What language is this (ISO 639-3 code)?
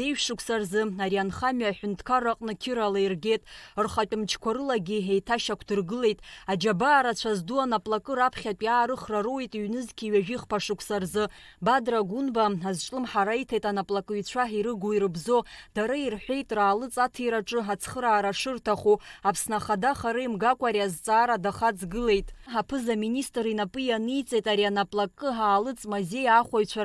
abk